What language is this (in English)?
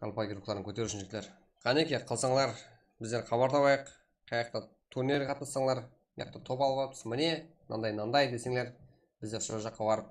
Kara-Kalpak